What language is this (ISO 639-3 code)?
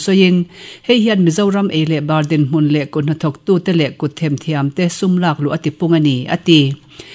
lus